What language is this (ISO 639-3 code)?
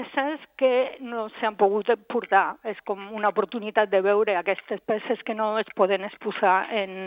cat